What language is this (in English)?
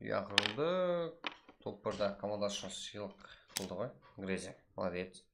Kara-Kalpak